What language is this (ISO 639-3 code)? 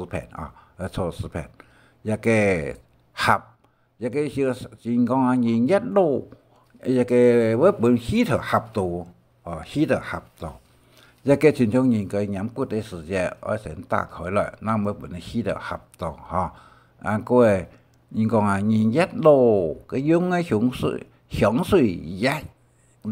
hak